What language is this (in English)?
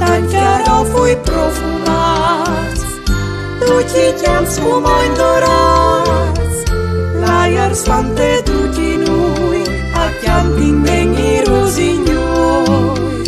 Friulian